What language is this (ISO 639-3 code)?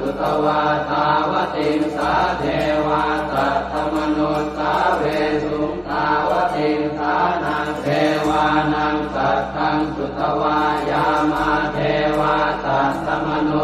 pli